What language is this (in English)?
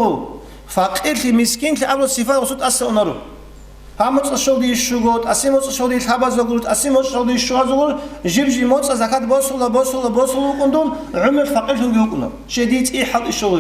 Avaric